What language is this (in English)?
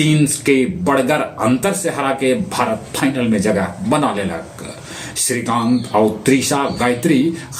Magahi